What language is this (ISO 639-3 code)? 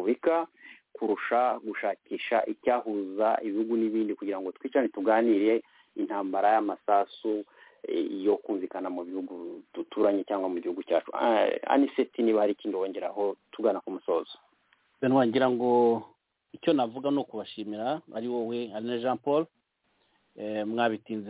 kin